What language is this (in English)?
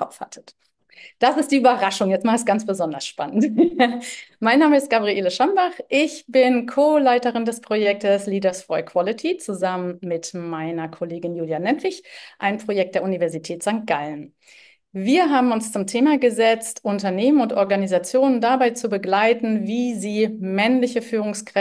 German